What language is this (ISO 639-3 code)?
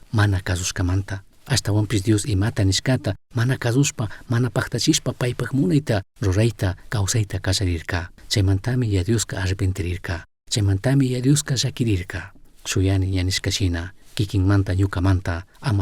qug